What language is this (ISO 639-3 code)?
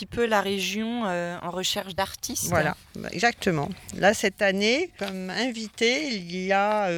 fra